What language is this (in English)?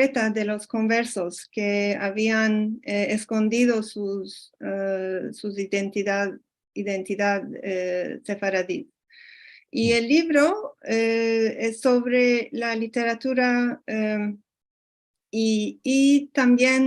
Ladino